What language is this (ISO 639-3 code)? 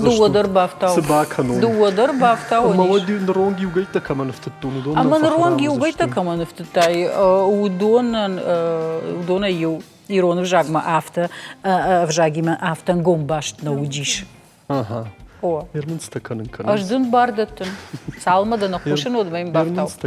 oss